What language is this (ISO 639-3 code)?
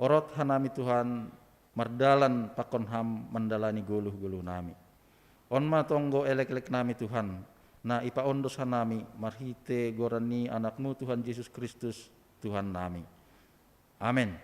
bts